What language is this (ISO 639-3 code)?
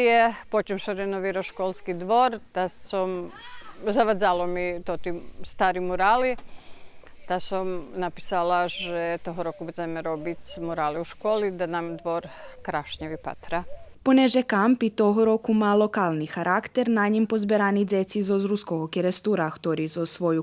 rue